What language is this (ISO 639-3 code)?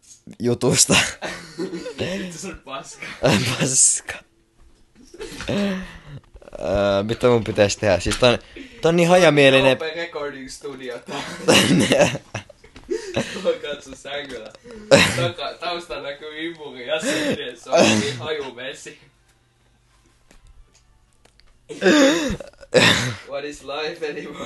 fin